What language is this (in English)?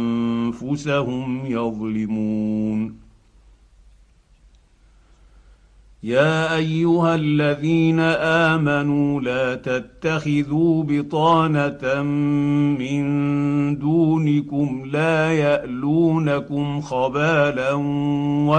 Arabic